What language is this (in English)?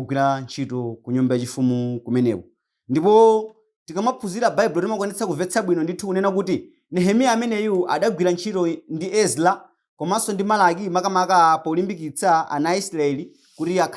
Nyanja